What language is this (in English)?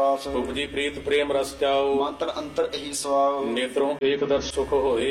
Punjabi